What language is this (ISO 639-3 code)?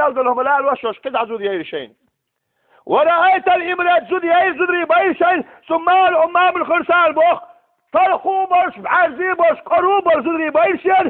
che